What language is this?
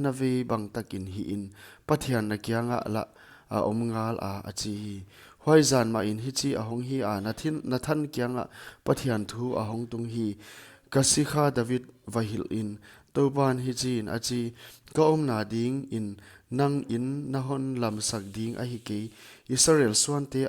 Paite Chin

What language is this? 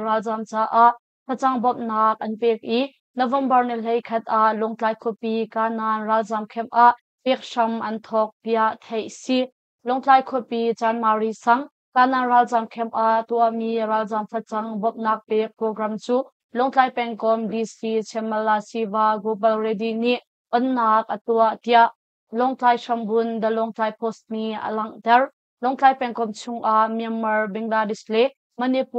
Hakha Chin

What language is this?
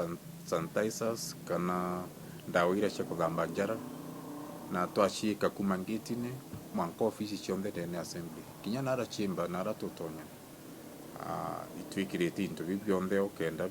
Meru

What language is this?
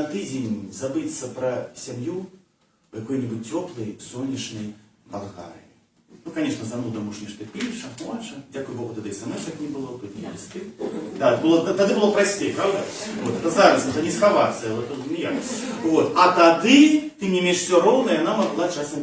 Belarusian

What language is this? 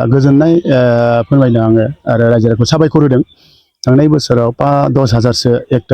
Bodo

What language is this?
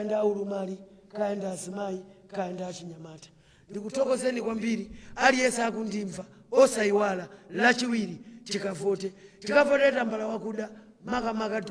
Nyanja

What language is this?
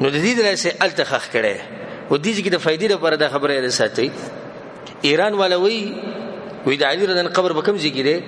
Pashto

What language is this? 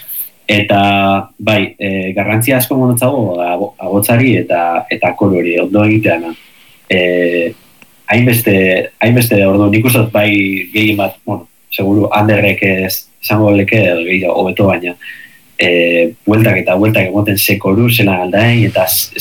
Basque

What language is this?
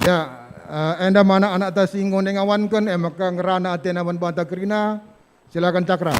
Batak Karo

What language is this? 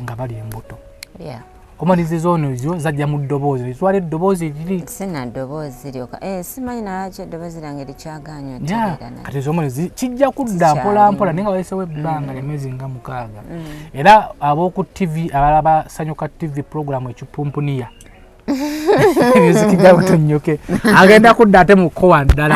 Ganda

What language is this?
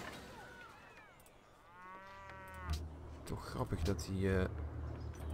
Dutch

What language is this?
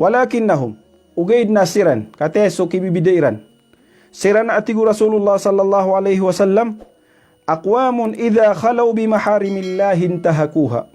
Maranao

